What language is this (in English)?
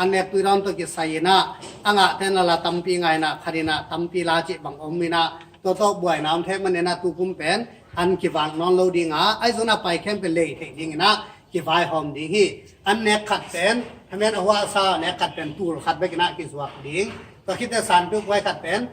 Tedim Chin